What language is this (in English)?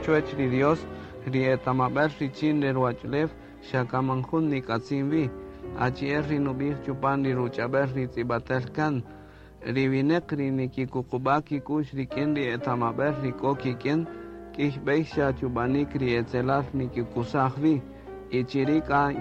Kaqchikel